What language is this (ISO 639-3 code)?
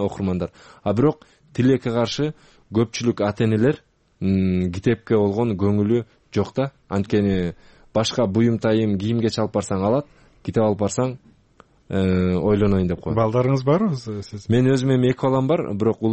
kir